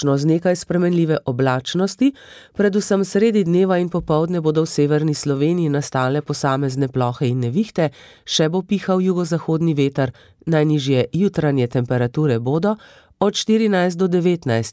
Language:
Slovenian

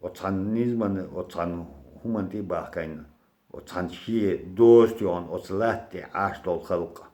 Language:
Chechen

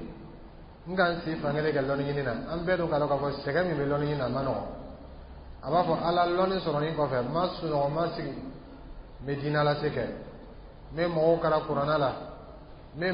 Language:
Dyula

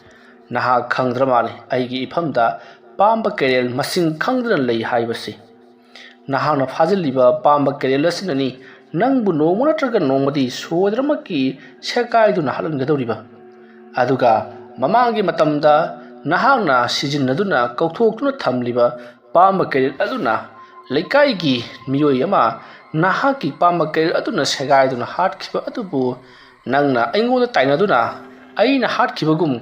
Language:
Manipuri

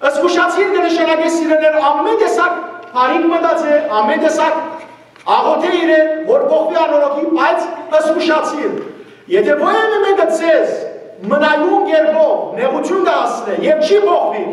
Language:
Western Armenian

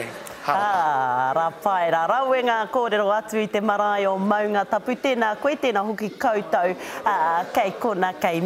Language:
Māori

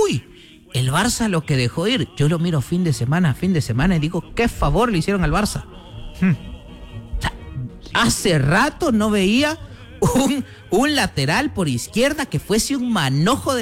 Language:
Spanish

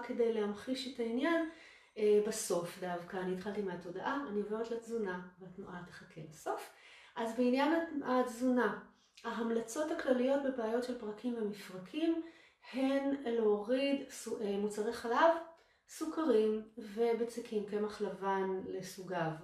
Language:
Hebrew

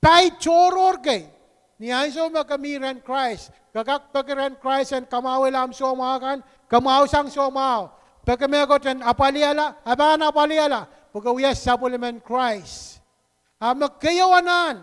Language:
Pohnpeian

